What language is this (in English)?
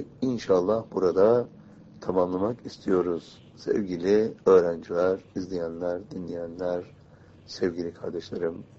Turkish